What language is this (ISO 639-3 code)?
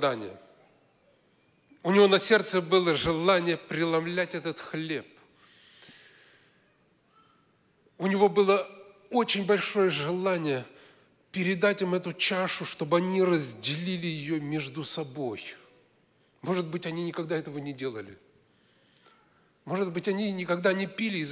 rus